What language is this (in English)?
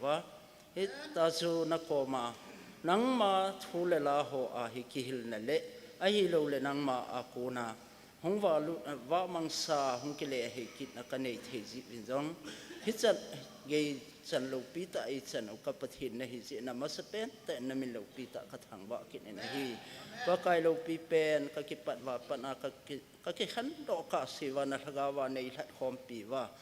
Thado Chin